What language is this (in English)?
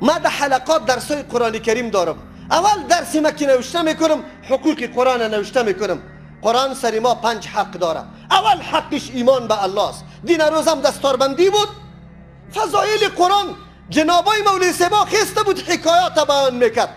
Persian